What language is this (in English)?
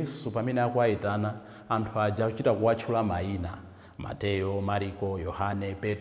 Nyanja